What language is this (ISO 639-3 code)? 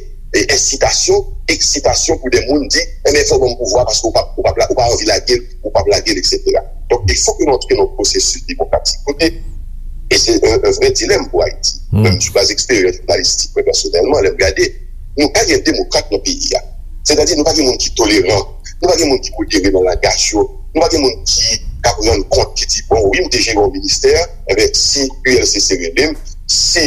hat